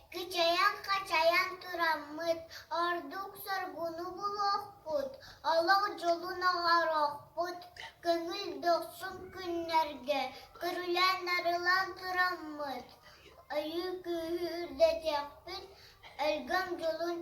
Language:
Yakut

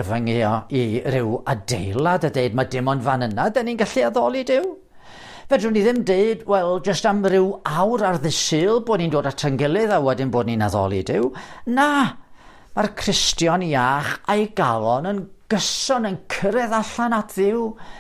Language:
Welsh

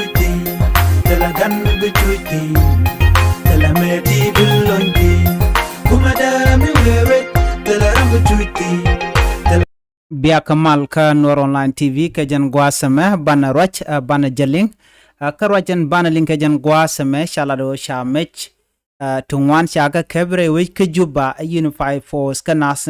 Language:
Nuer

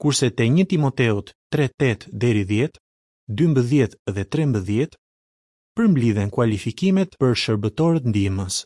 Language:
Albanian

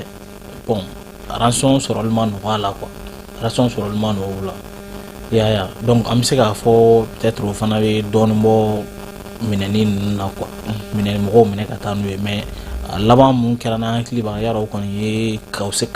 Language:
Bambara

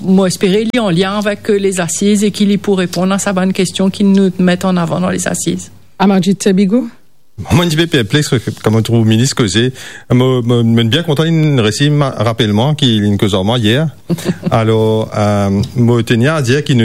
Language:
Morisyen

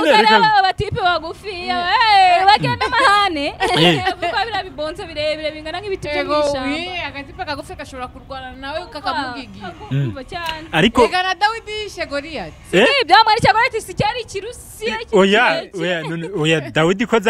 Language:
Kinyarwanda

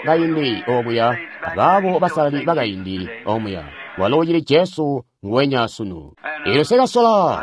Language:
Tonga (Zambia)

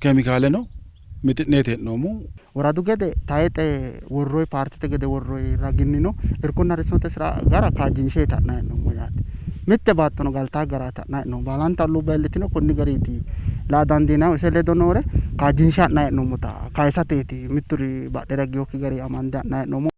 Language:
Sidamo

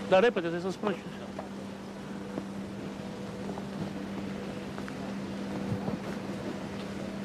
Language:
Romanian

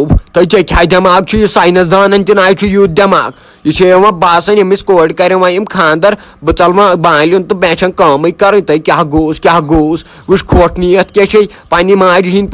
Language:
Kashmiri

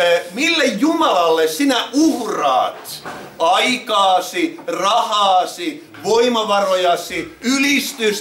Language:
Finnish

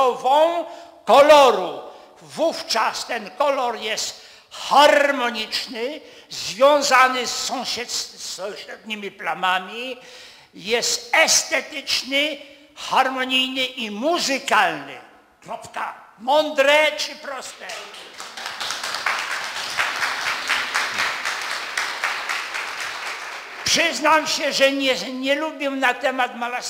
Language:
Polish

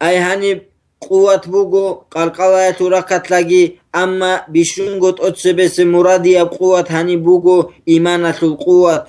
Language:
Avaric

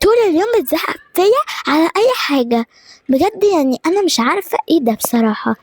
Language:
Egyptian Arabic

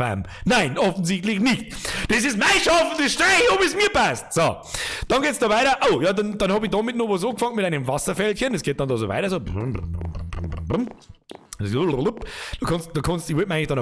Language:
Bavarian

